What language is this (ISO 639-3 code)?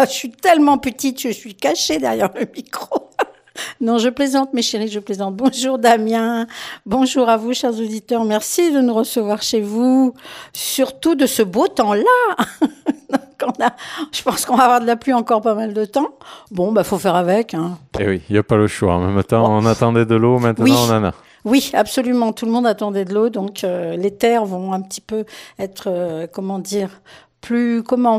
fra